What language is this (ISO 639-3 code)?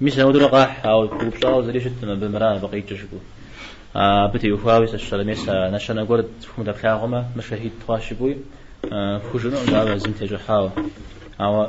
kbd